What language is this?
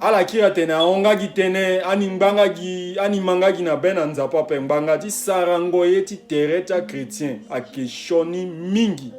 Sango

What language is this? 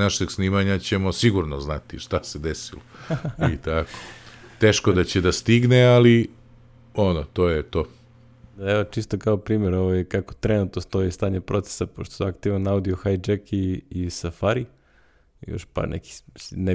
Serbian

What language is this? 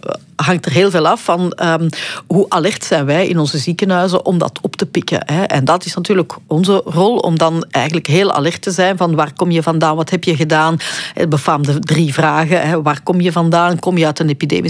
Dutch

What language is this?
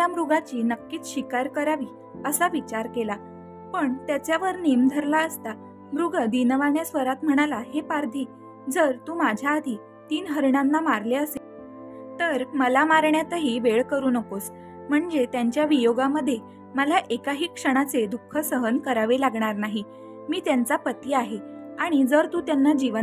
Marathi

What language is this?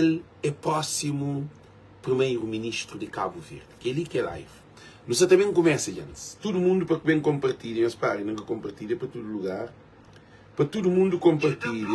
Kabuverdianu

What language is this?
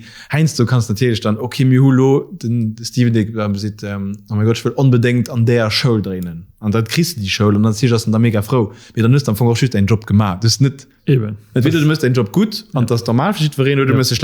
Luxembourgish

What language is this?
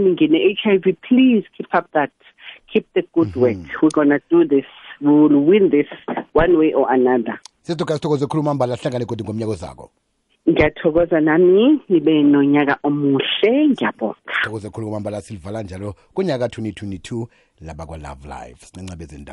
South Ndebele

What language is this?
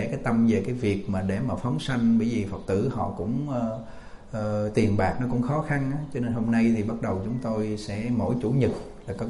Vietnamese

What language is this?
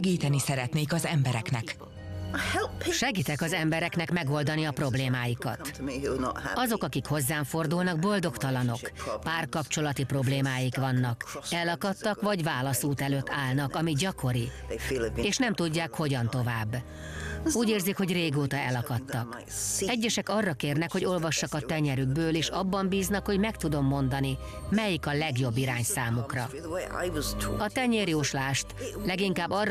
Hungarian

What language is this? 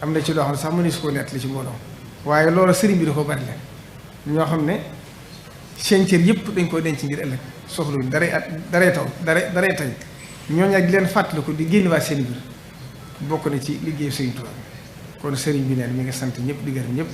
Wolof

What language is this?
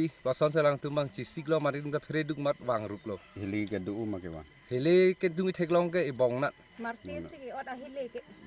Karbi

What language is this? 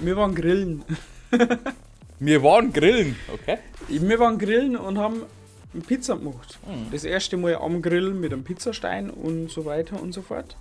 Bavarian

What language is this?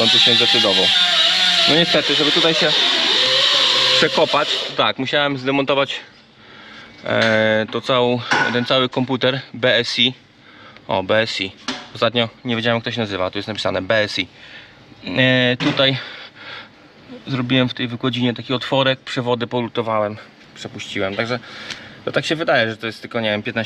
Polish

